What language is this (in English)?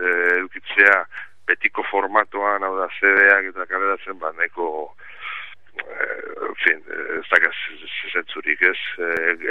Basque